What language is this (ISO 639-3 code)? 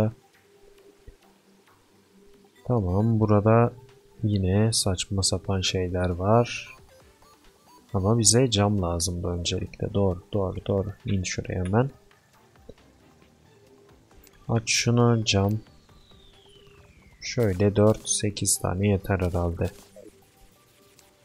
tur